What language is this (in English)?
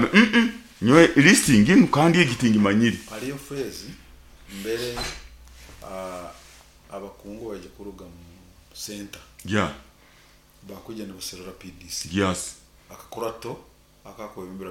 Nyoro